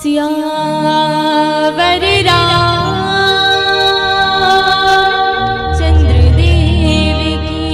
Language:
Chhattisgarhi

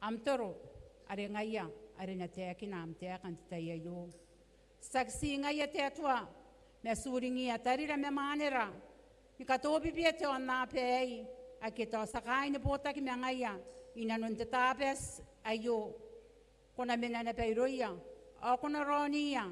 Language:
Gilbertese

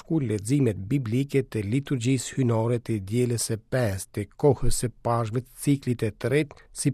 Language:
Albanian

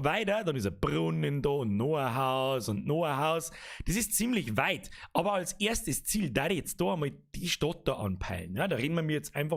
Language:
Bavarian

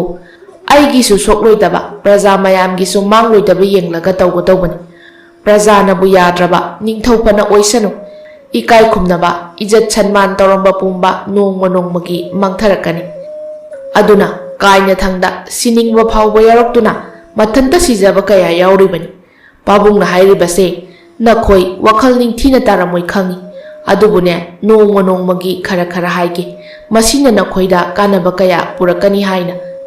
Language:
Manipuri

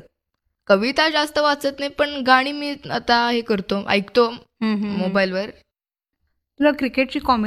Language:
Marathi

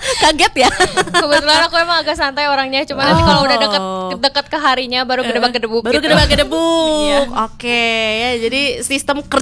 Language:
Indonesian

